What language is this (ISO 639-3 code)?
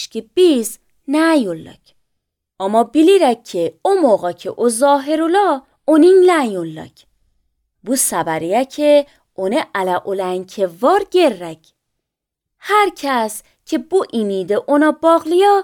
aze